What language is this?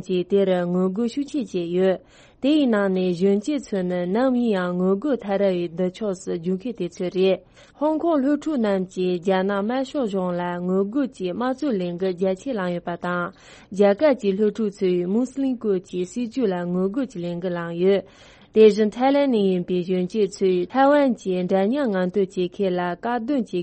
Tibetan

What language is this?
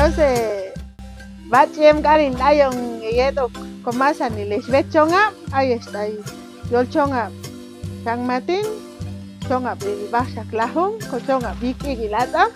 Chuj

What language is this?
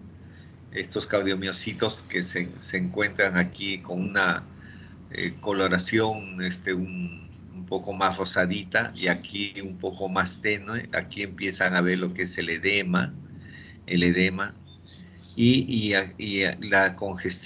Spanish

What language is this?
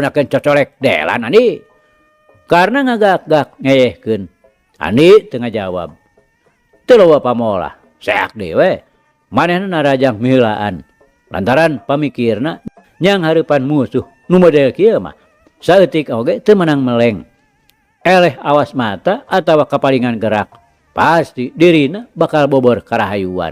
Sundanese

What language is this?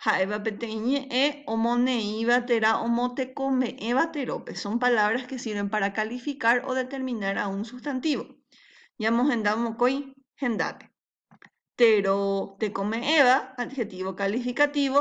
Guarani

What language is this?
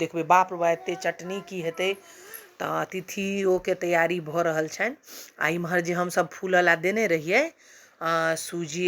Maithili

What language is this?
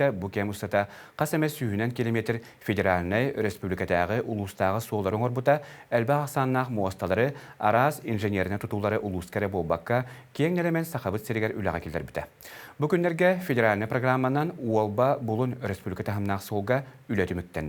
Yakut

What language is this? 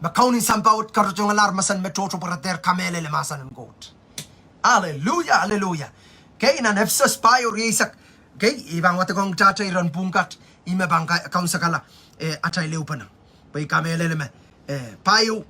Pohnpeian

